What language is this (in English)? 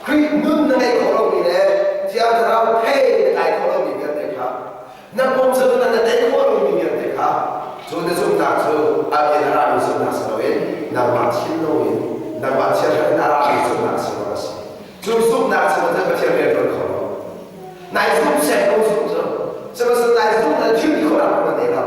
Hakha Chin